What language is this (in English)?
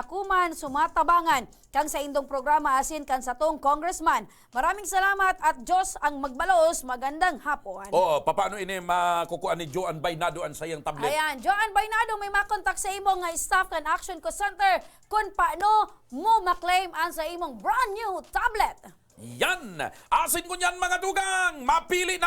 Bikol